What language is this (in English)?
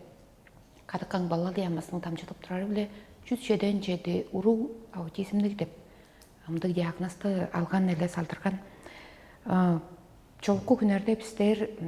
Tuvinian